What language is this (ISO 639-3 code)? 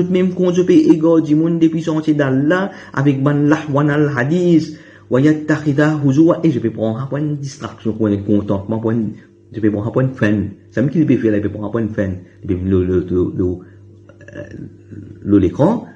mfe